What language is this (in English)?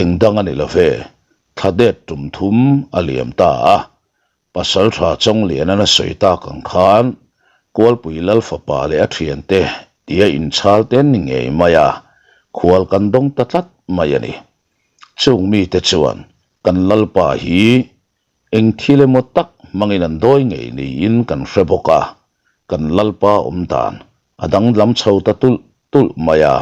Mizo